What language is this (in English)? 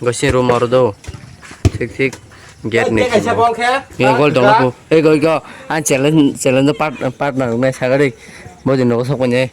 Kok Borok